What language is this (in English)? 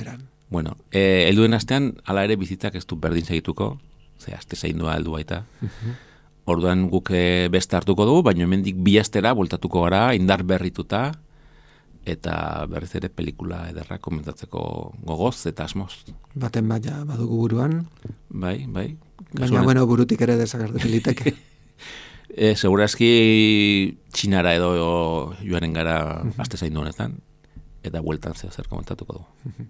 Basque